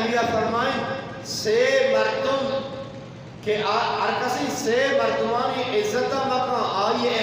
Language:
Eastern Balochi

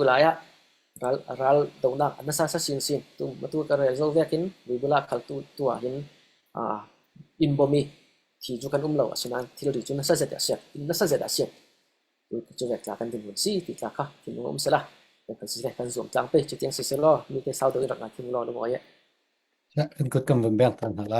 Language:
Falam Chin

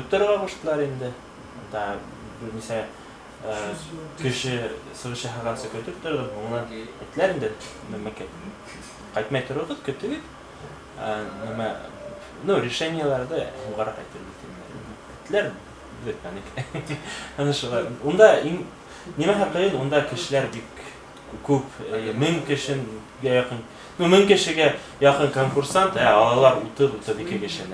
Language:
Bashkir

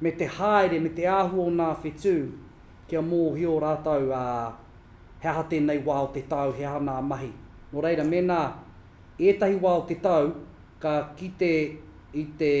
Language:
Māori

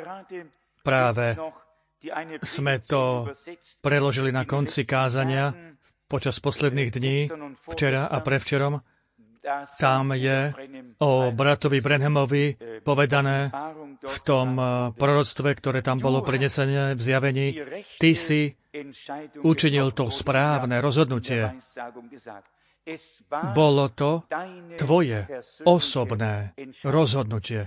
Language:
Slovak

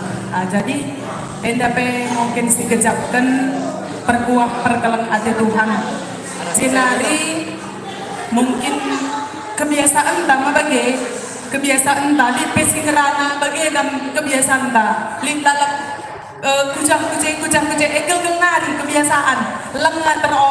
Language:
Batak Karo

